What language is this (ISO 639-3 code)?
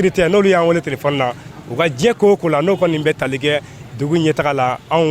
bam